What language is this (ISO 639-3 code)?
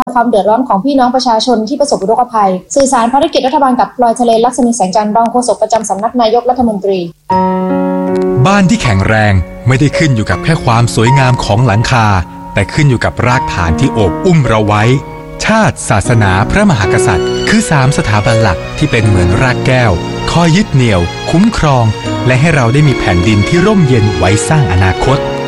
tha